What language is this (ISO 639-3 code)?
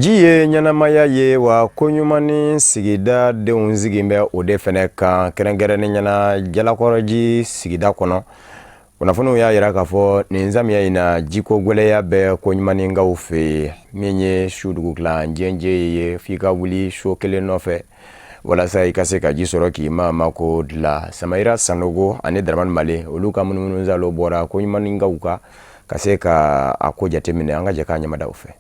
bam